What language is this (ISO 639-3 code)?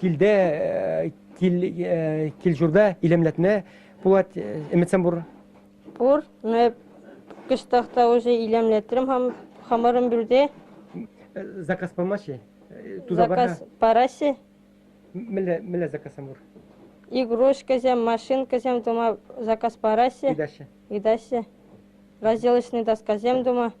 chv